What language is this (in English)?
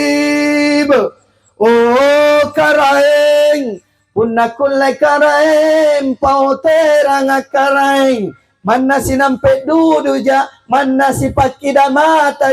Makasar